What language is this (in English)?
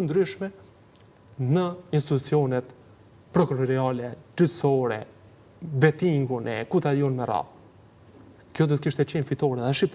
Albanian